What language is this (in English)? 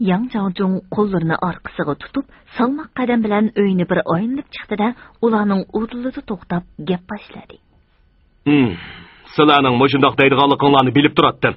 Uyghur